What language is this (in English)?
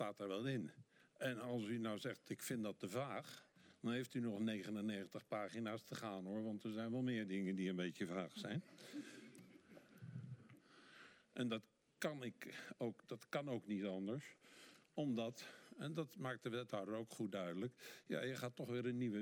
Dutch